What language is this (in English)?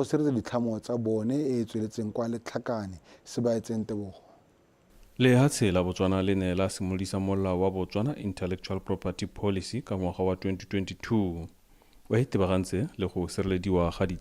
Tswana